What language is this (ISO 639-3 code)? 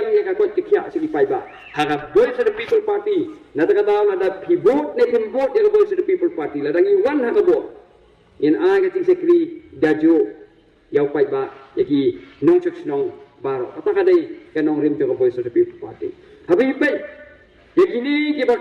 kha